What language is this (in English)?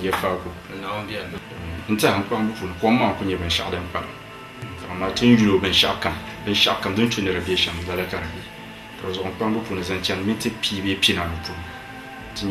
Dagbani